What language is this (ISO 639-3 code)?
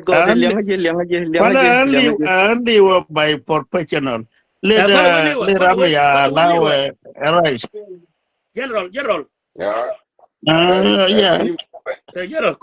nus